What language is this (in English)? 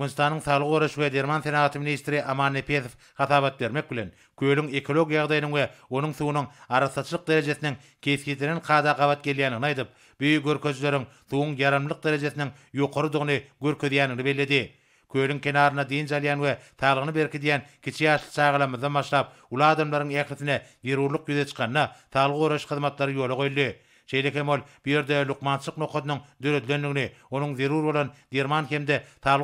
Turkmen